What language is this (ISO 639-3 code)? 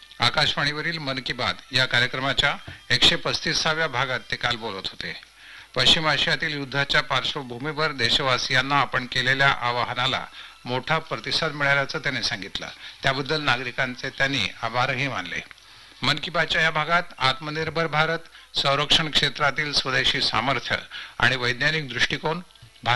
mar